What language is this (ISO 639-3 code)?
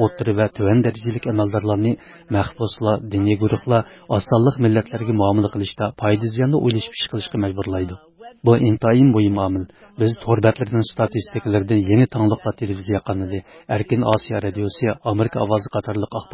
uig